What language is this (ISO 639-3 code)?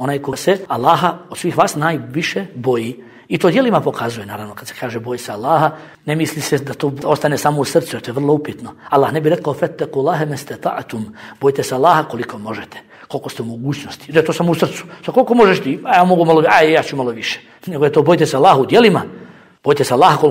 bos